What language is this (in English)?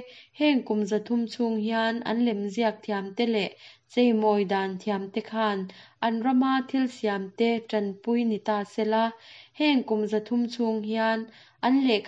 Mizo